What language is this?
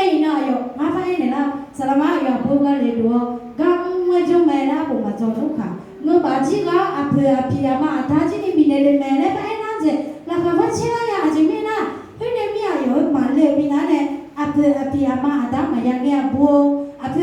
Akha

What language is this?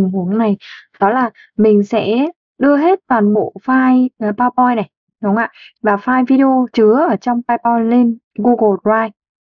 Vietnamese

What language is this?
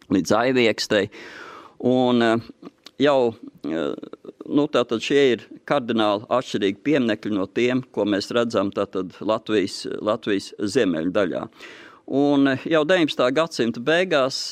Latvian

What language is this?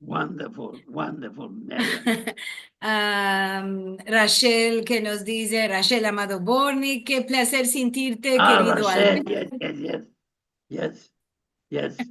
Ladino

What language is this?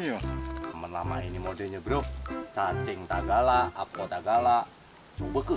Musi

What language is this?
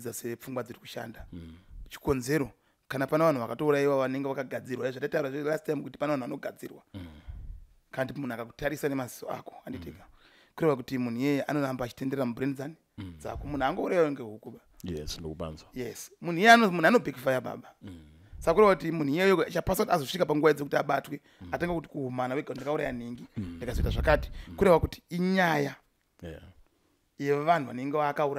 Shona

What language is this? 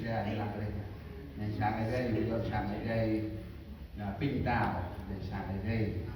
Central Mnong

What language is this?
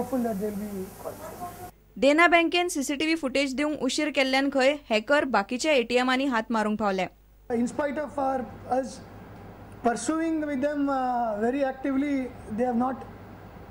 Konkani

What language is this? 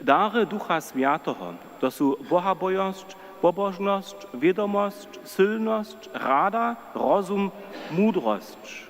Upper Sorbian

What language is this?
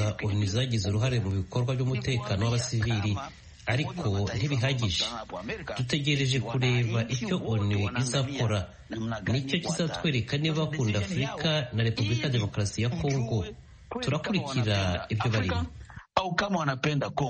Kinyarwanda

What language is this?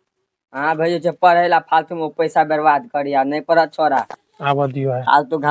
Maithili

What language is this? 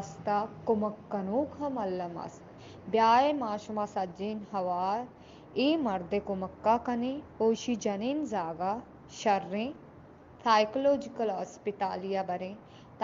Baluchi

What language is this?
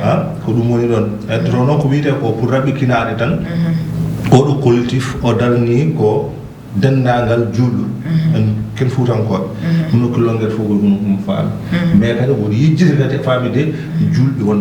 Fula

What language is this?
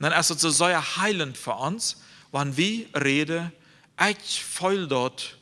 Plautdietsch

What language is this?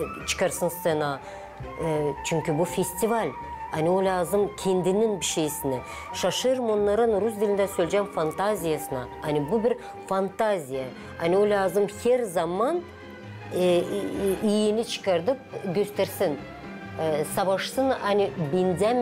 Gagauz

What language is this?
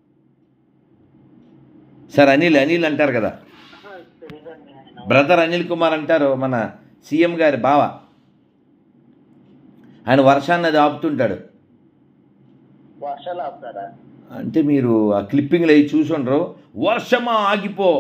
Telugu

